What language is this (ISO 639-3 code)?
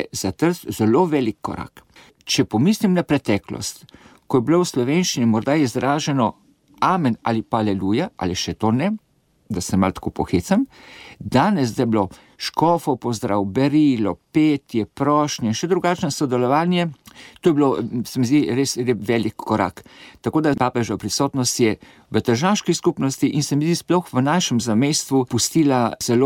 slv